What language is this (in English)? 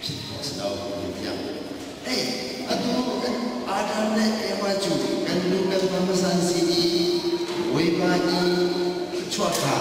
Hakha Chin